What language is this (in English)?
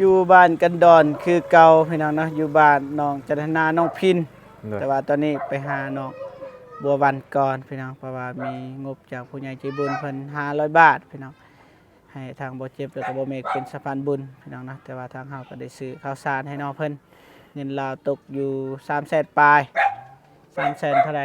Lao